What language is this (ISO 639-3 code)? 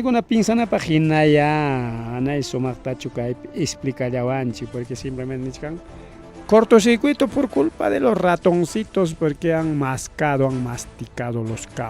quy